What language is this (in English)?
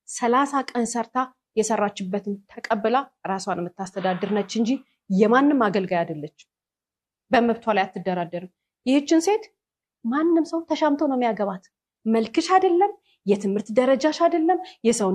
Amharic